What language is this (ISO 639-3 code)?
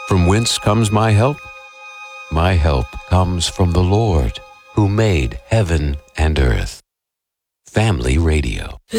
eng